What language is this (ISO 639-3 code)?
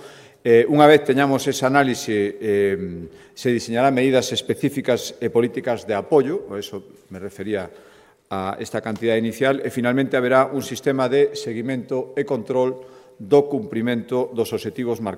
glg